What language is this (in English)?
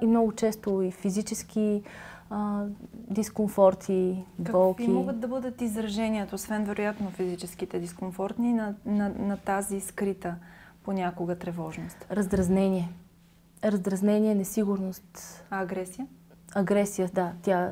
Bulgarian